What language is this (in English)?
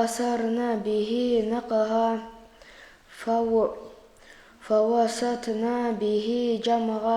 Kumyk